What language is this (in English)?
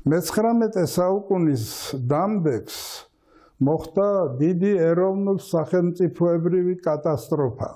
Georgian